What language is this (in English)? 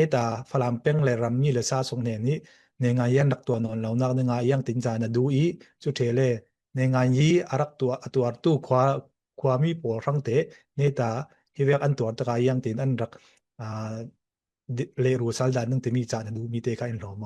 Falam Chin